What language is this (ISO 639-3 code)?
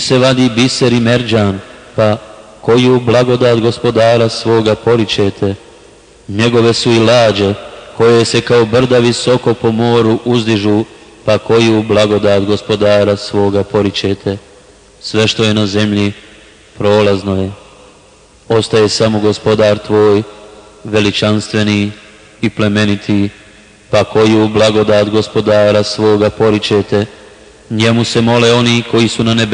bos